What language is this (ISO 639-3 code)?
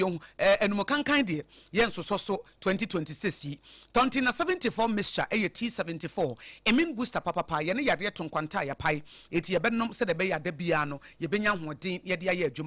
aka